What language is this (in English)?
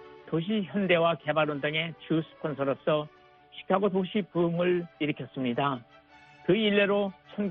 Korean